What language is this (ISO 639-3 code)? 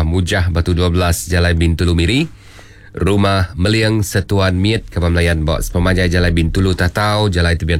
iba